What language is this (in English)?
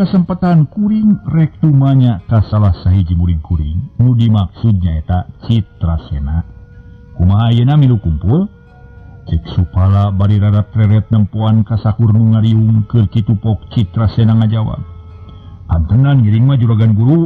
Sundanese